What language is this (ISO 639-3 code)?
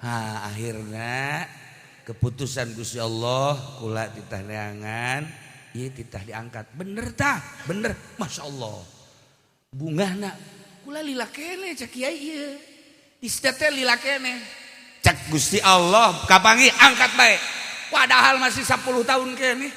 sun